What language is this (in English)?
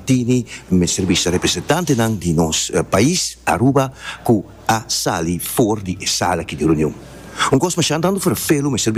Papiamento